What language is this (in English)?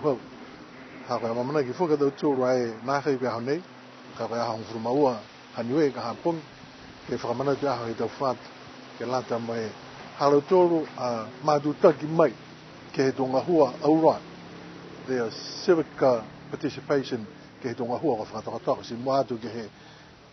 Niuean